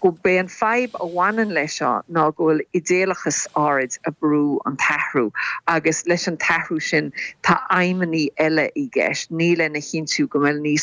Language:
Irish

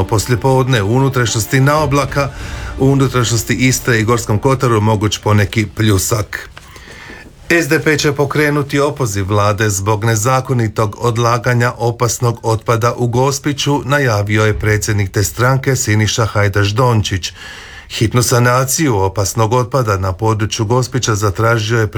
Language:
Croatian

